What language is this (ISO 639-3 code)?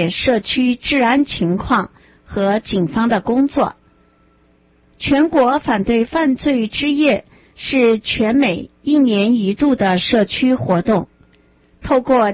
zho